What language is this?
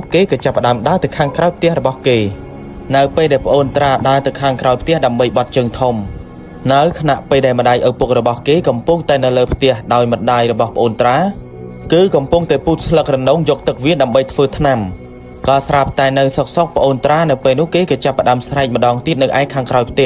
Khmer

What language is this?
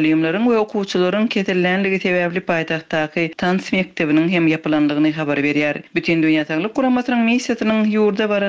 Turkmen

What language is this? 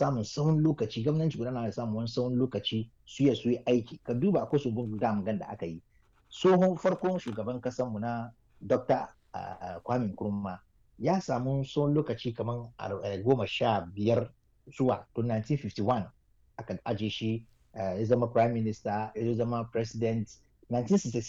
Hausa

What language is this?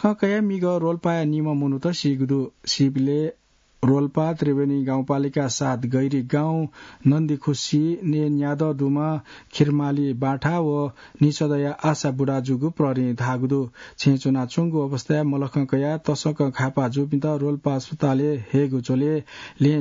Newari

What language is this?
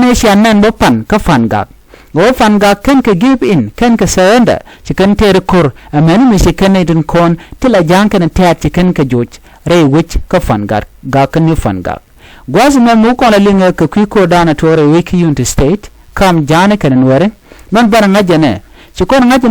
Nuer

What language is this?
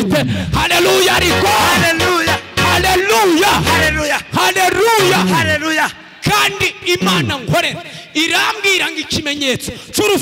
Kinyarwanda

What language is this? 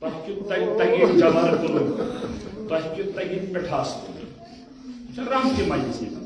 Kashmiri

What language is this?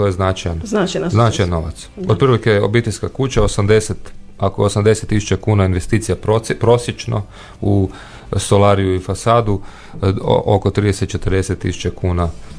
Croatian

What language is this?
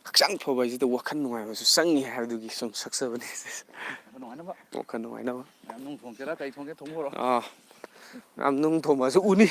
Manipuri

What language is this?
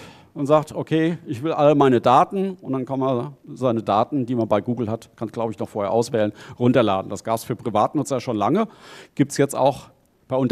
German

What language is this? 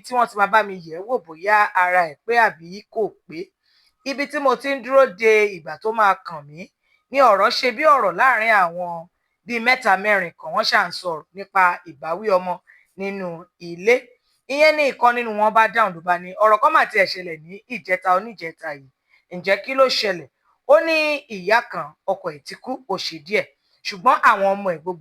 Yoruba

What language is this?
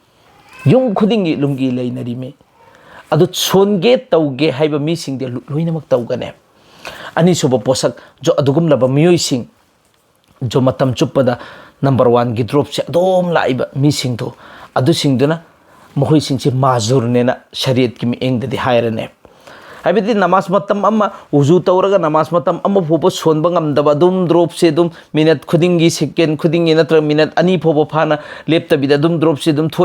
Manipuri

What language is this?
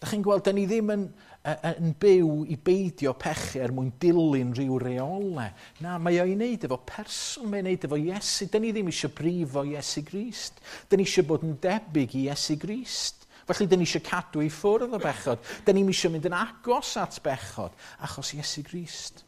Welsh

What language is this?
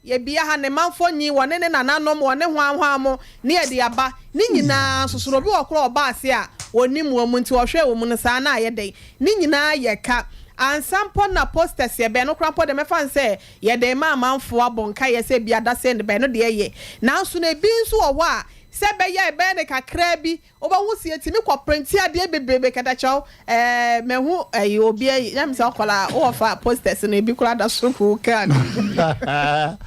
Akan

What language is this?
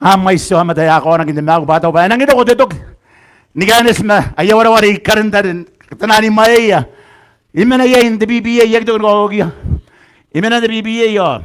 Gilbertese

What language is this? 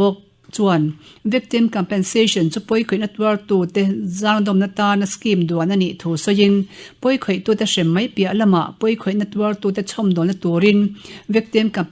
Mizo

